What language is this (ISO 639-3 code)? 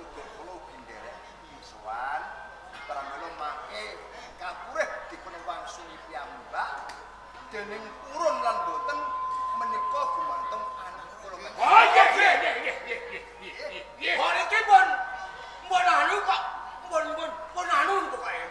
jav